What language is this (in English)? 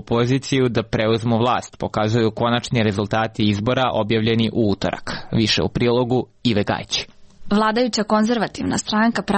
Serbian